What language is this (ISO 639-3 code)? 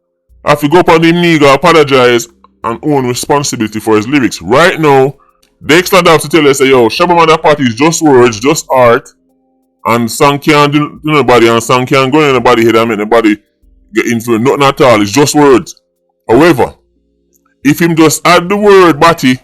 jam